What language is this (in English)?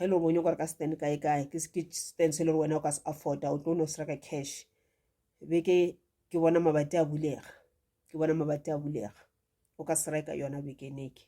Northern Sotho